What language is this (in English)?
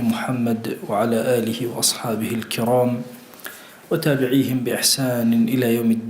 Central Kurdish